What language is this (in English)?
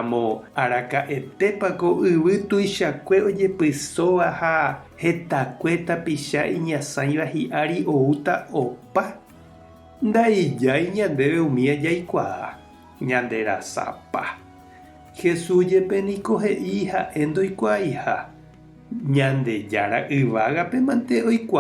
Guarani